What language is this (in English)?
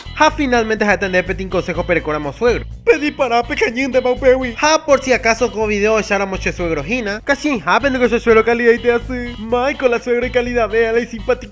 Guarani